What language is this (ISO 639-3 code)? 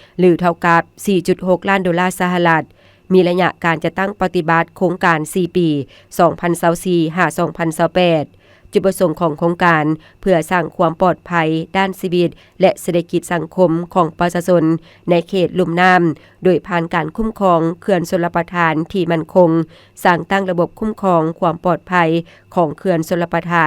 lao